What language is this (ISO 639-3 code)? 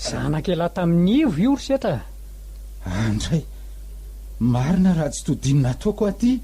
mlg